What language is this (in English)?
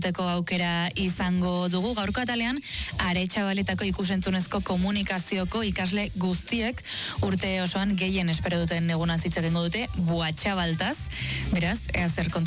Basque